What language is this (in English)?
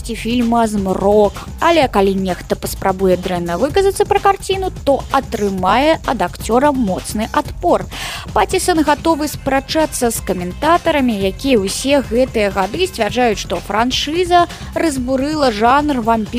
Belarusian